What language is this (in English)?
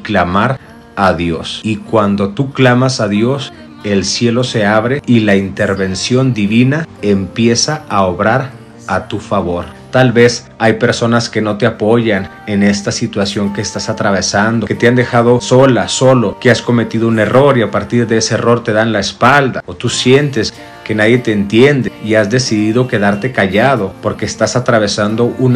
Spanish